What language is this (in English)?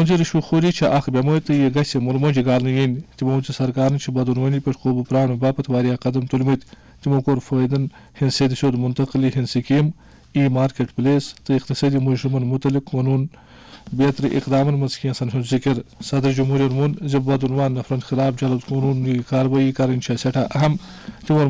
Kashmiri